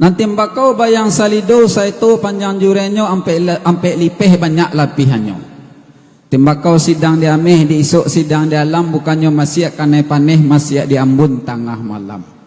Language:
Minangkabau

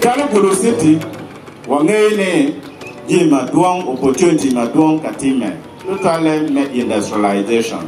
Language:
Acoli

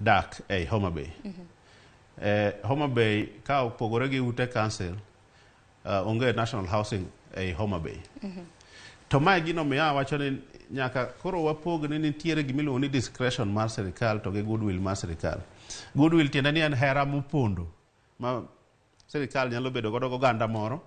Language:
Luo (Kenya and Tanzania)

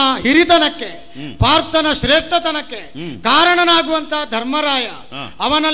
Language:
Kannada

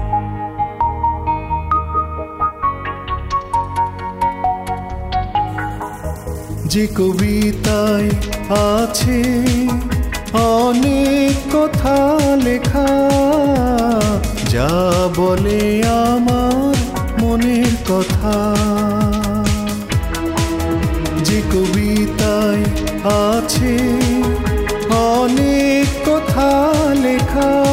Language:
Bangla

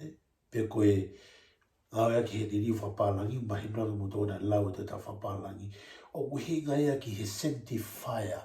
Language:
Tongan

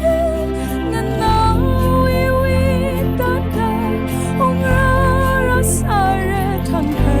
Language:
Tangkhul Naga (India)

